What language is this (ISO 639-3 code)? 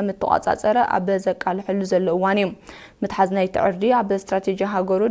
tir